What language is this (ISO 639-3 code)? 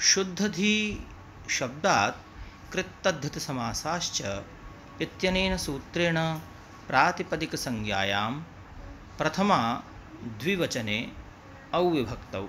san